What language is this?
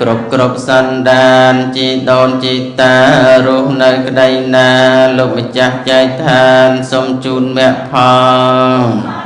Khmer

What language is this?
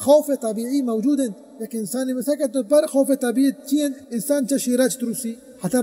Baluchi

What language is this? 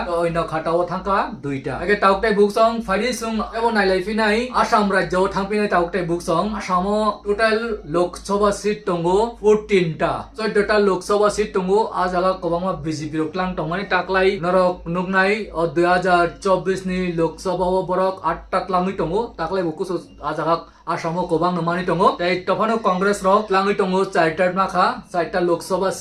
Kok Borok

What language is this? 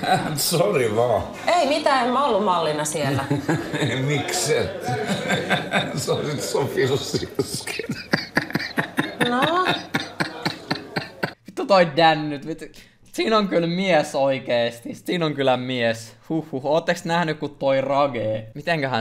Finnish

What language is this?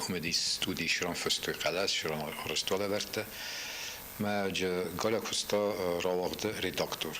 Ossetic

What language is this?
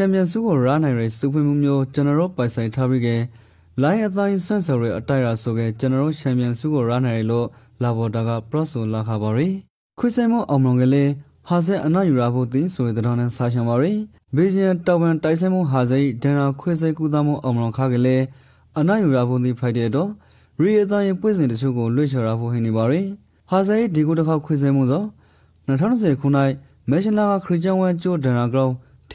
Rakhine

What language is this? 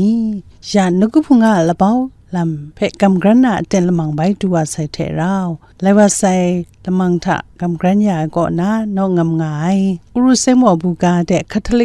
Kachin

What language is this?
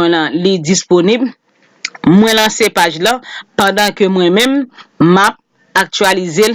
Haitian Creole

